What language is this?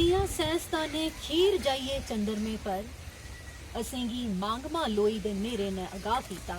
Dogri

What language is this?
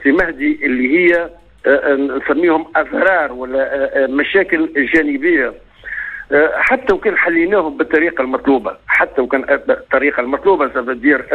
Tunisian Arabic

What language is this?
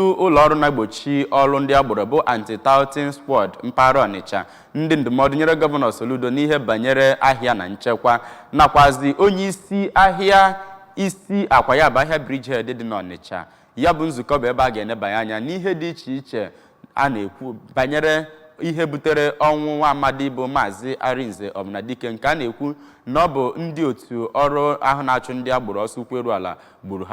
Igbo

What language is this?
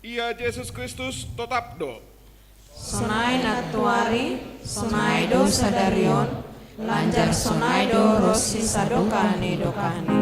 Batak Simalungun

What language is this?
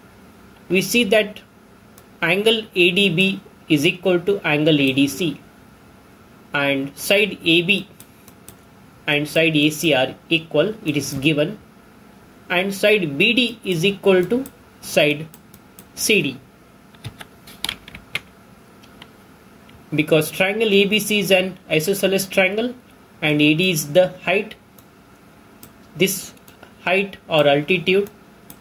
English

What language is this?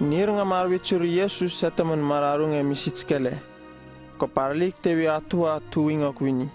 Uripiv-Wala-Rano-Atchin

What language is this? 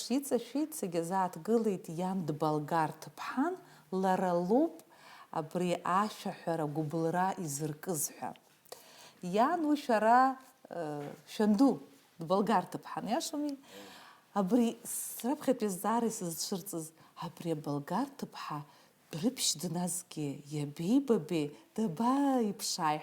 Abkhazian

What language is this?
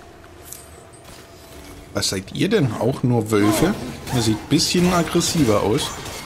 German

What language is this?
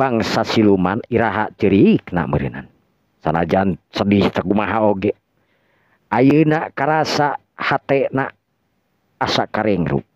Sundanese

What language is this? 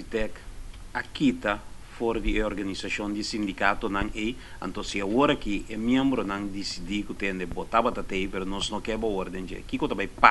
Papiamento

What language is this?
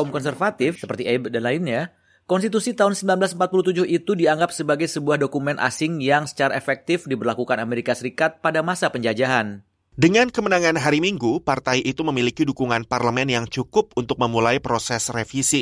Indonesian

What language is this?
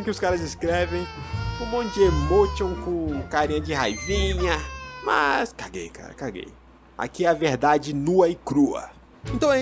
Portuguese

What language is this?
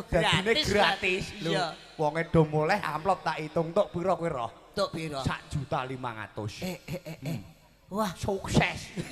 Javanese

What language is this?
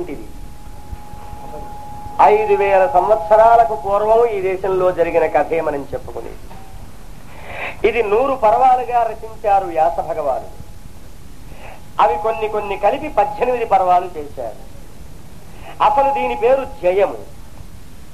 Telugu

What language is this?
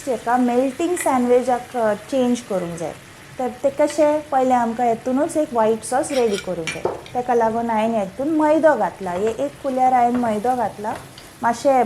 Konkani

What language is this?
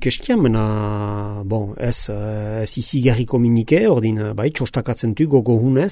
Basque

